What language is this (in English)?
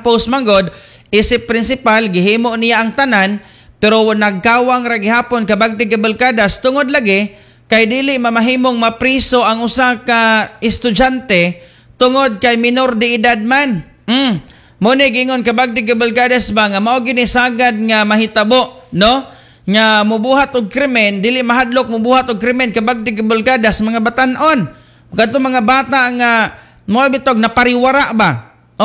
Cebuano